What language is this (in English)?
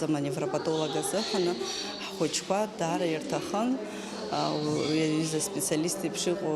Abkhazian